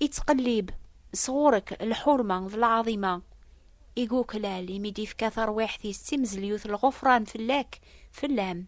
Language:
Kabyle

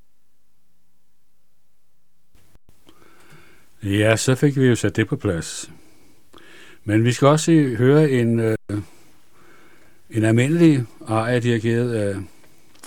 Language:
Danish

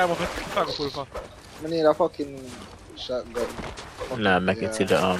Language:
Jamaican Creole English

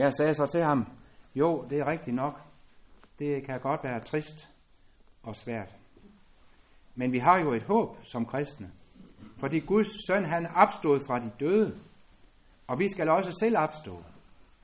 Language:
Danish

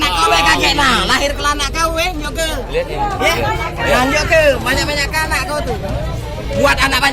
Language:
Musi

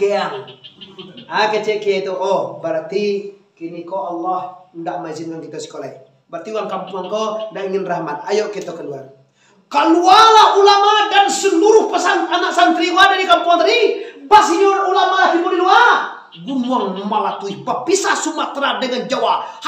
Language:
Minangkabau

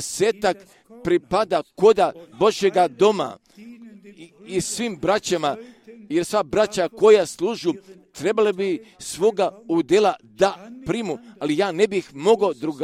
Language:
Croatian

